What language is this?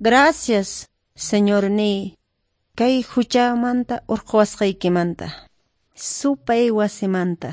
Quechua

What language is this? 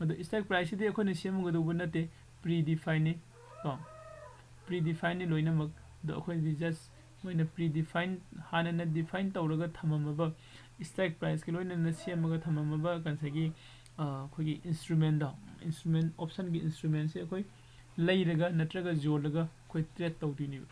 Manipuri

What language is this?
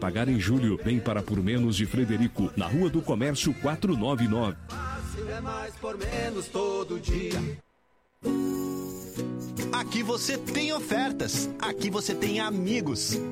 Portuguese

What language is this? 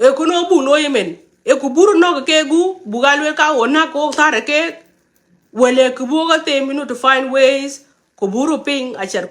Nuer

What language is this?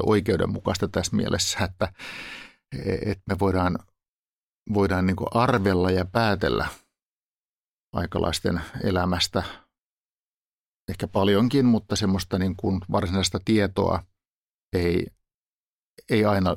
Finnish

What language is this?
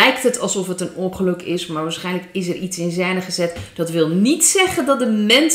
Dutch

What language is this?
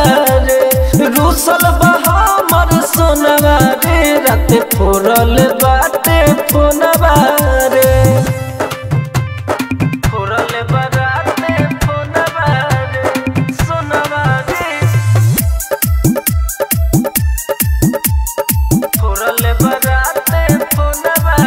Bhojpuri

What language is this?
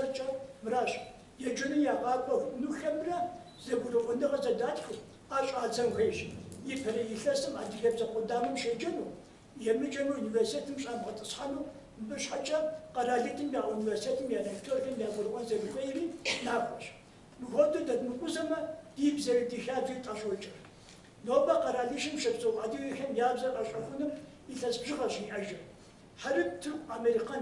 Kabardian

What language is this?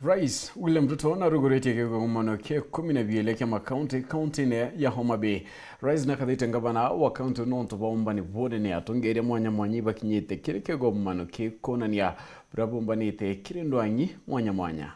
Meru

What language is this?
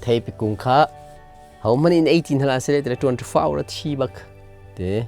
Hakha Chin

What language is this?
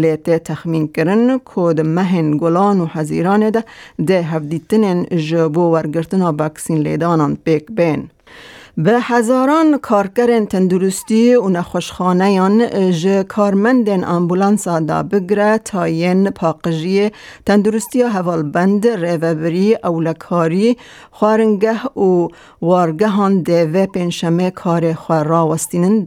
Kurdish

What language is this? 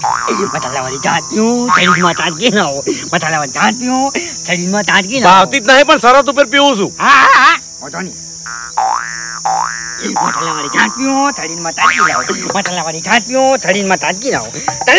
Gujarati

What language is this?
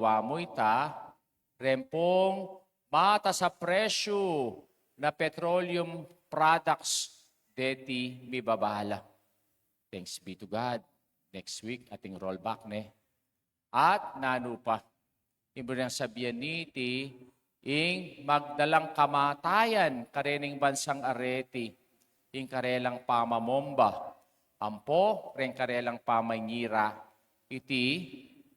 Pampanga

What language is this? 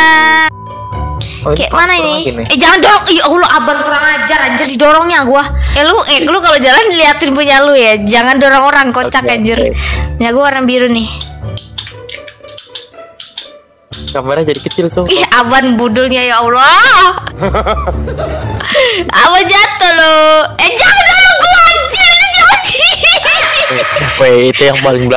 Indonesian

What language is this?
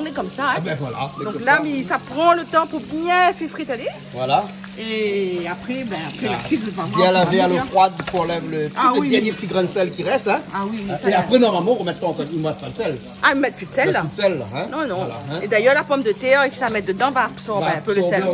Réunion Creole French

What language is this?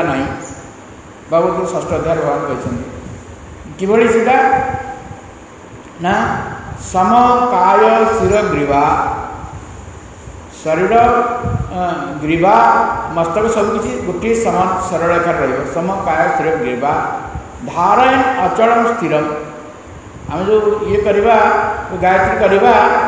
Odia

